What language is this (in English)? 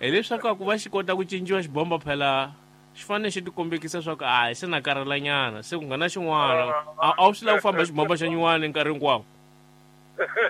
Tsonga